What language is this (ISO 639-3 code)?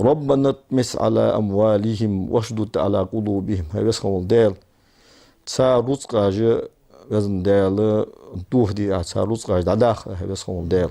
inh